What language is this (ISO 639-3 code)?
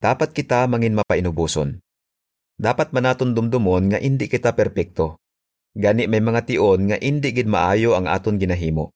hil